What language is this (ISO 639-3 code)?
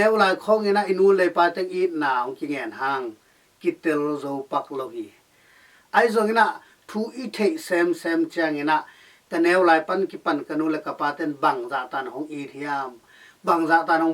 ctd